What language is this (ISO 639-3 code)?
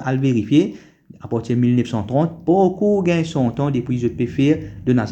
mfe